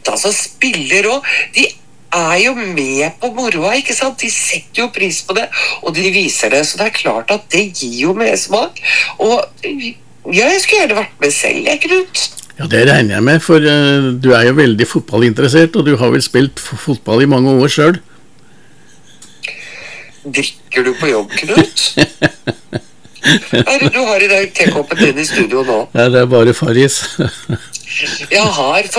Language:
Norwegian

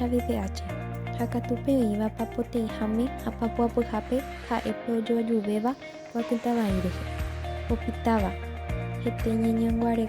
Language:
Guarani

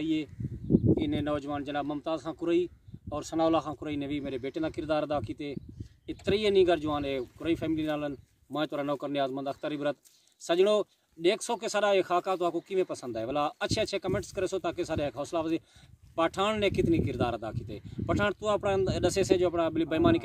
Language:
Saraiki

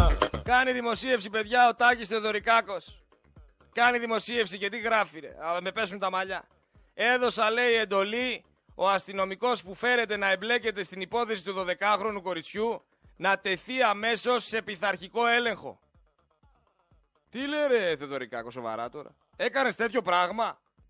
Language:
Greek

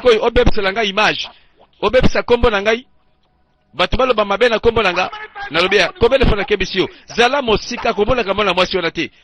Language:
Lingala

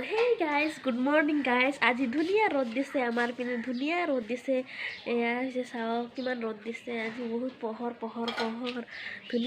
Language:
Assamese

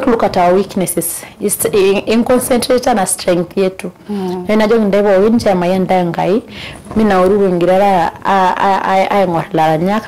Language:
Masai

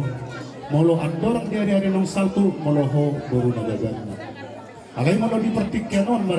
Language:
Batak Toba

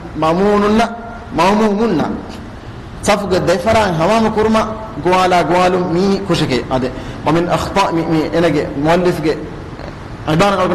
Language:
Divehi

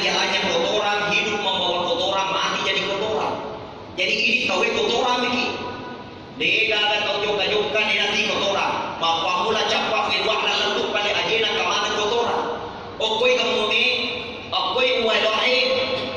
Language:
Buginese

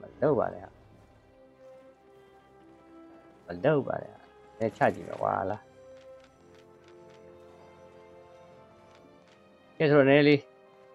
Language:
Burmese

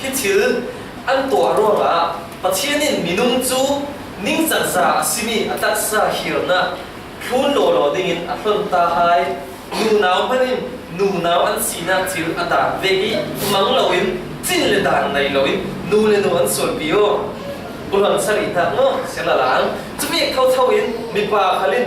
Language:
Falam Chin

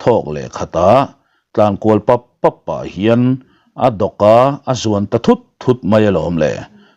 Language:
Mizo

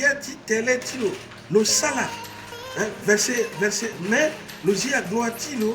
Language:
Sango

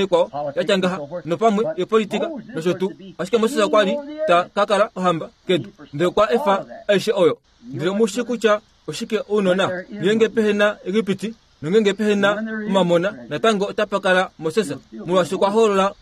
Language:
Kuanyama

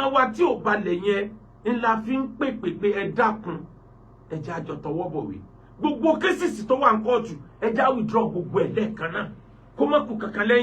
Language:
Yoruba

